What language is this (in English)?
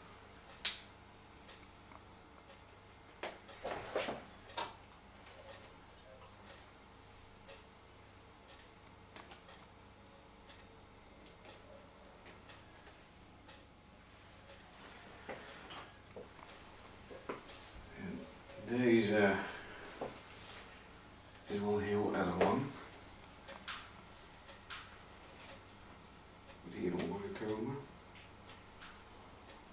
Dutch